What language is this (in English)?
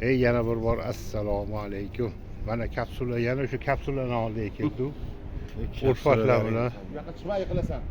Uzbek